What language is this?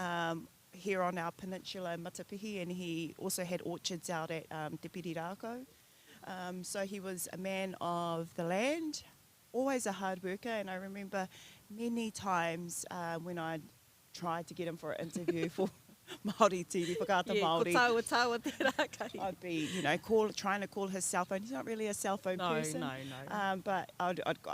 Māori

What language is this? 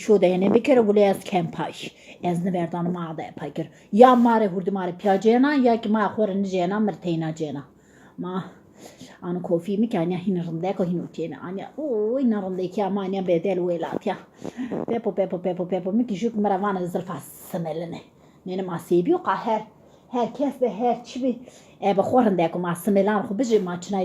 Zaza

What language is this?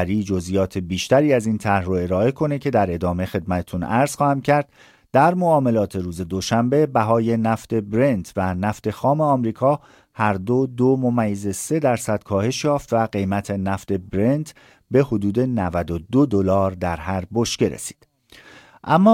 Persian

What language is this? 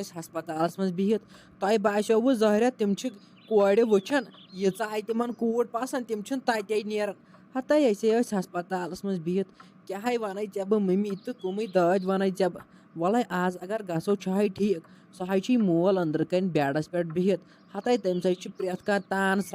Kashmiri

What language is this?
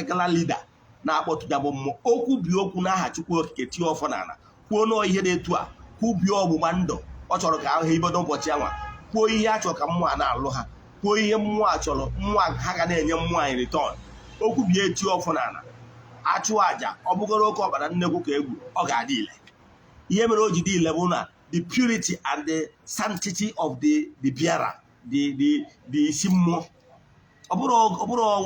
Igbo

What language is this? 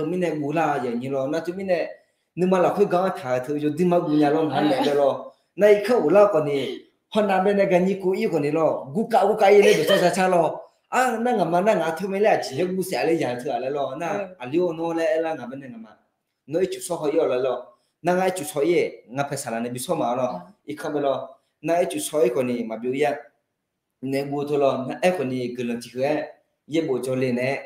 Akha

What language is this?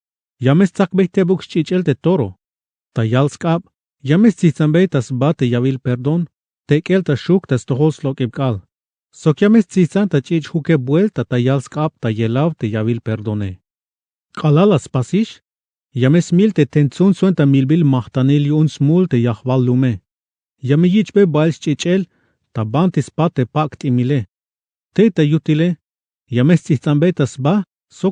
Tzeltal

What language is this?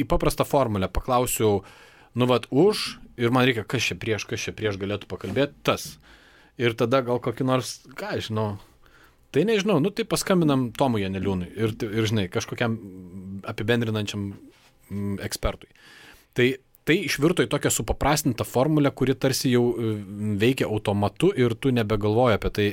Lithuanian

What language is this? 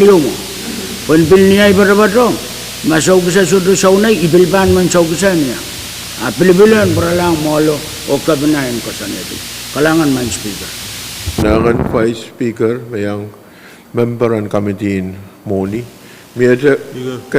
Pohnpeian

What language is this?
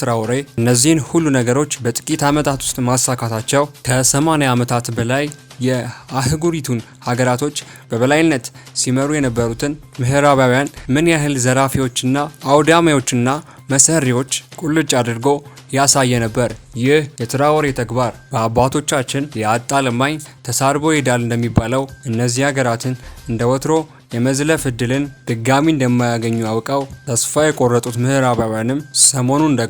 Amharic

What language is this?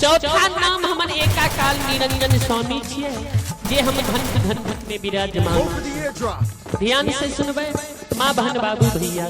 Maithili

